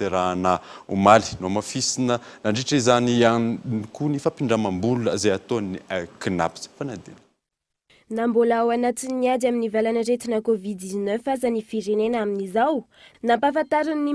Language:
Malagasy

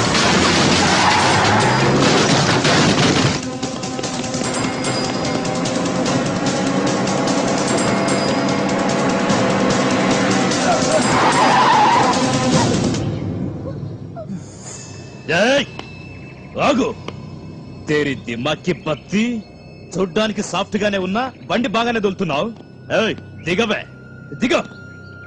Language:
Telugu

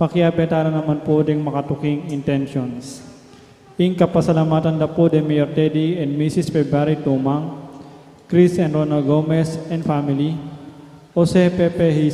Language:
Pampanga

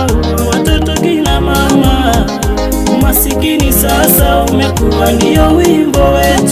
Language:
Swahili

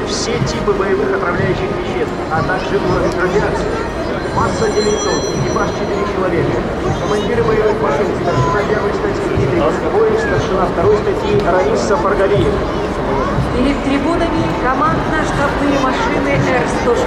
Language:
Russian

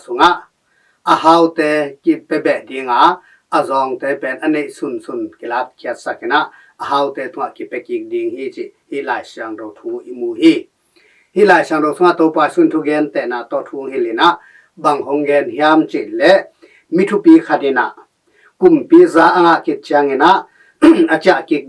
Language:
Tedim Chin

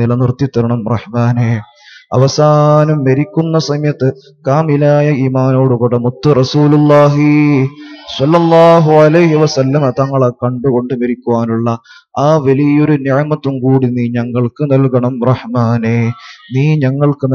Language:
Malayalam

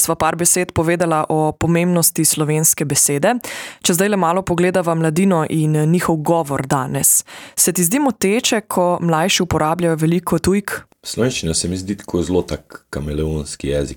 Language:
Slovenian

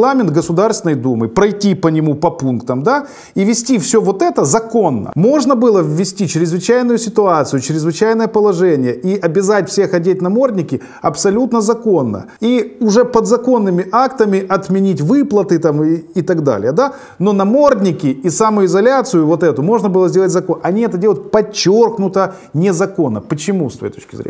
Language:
Russian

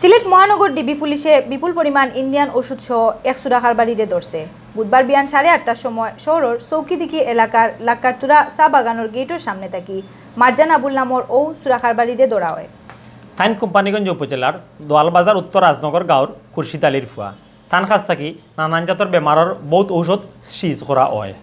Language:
Sylheti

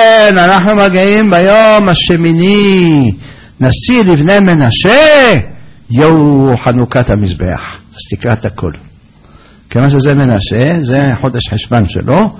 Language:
Hebrew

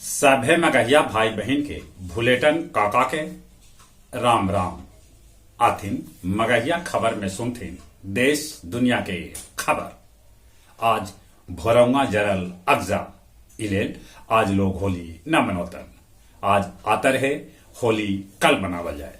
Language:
Magahi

